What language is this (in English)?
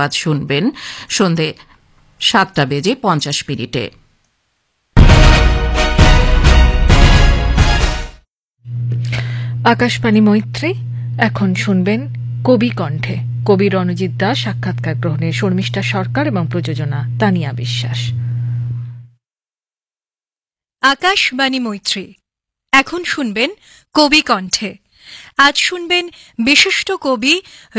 Bangla